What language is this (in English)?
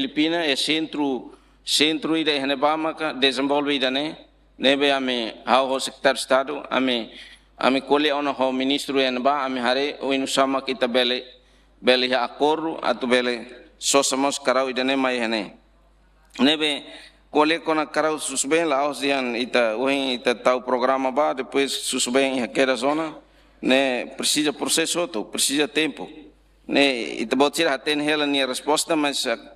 Tetum